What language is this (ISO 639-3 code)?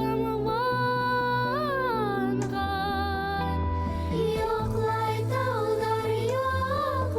bak